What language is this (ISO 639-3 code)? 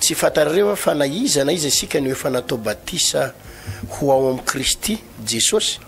mlg